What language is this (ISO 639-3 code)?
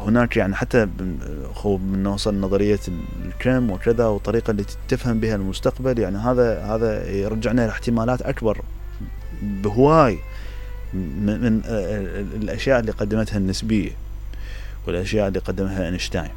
acm